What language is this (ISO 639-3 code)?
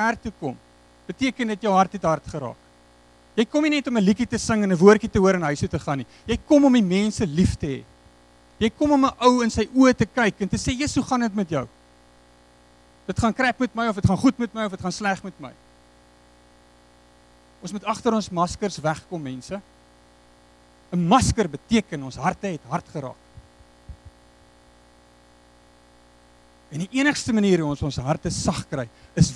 afr